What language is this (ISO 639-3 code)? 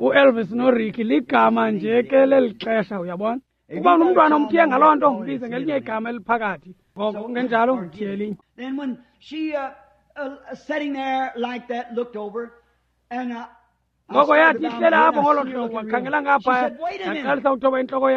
xho